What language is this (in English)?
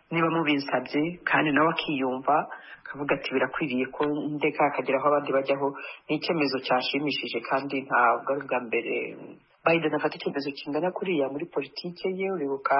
Kinyarwanda